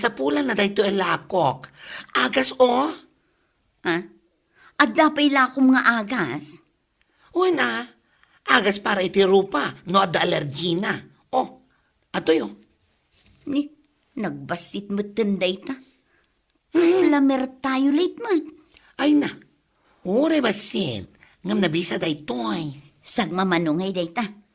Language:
Iloko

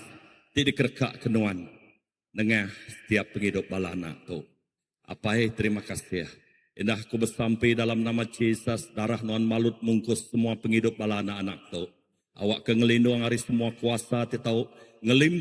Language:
Iban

